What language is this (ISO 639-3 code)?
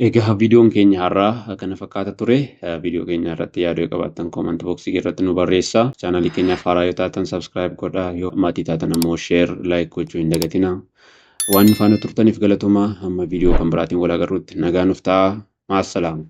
orm